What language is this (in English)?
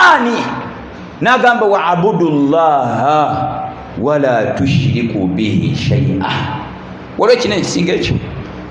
Ganda